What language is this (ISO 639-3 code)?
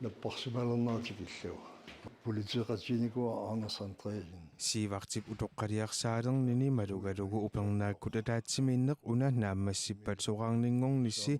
kal